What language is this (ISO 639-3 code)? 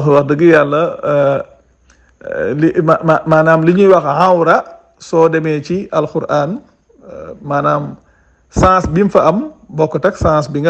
wol